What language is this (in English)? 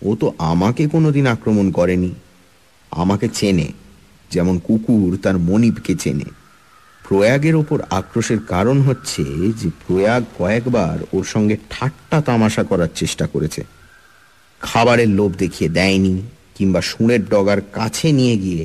Bangla